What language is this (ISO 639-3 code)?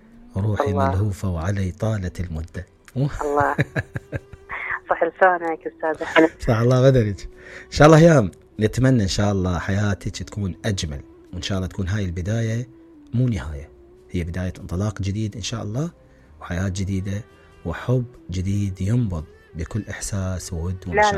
acm